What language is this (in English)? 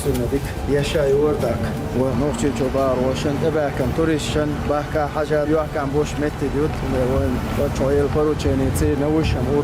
Chechen